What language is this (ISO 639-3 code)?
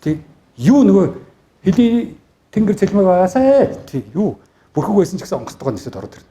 mon